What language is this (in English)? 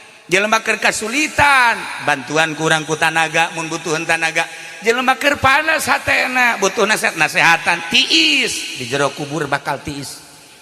Sundanese